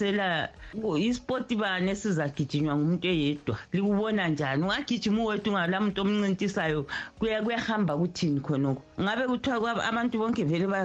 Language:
North Ndebele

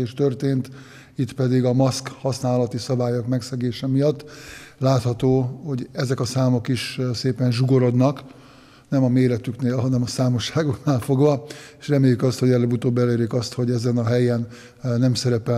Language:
Hungarian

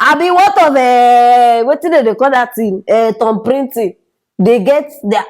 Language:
Nigerian Pidgin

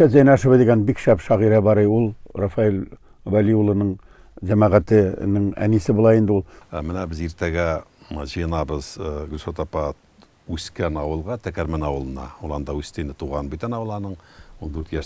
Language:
Tatar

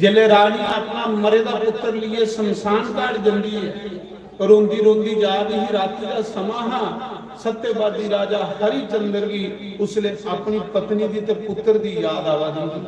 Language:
Dogri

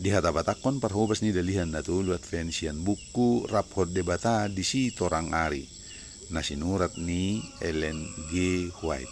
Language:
Batak Toba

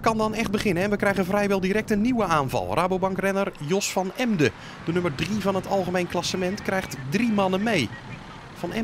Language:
Dutch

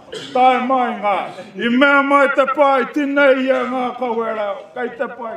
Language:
Māori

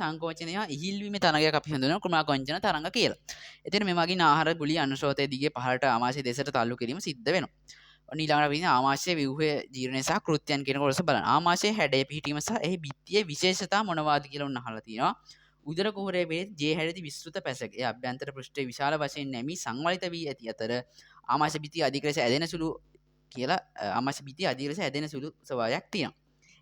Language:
Sinhala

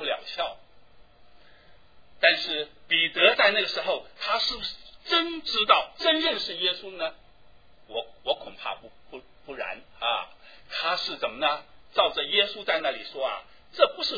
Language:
Chinese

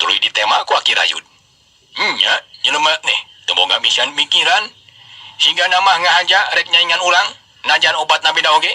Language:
Sundanese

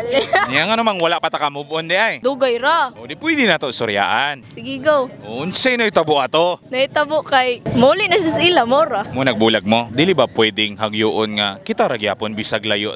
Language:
Cebuano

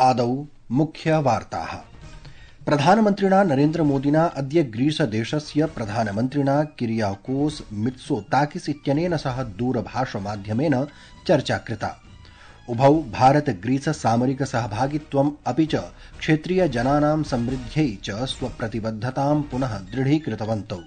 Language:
Sanskrit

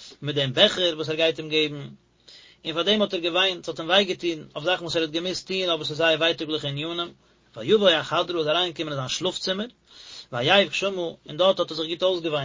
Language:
Yiddish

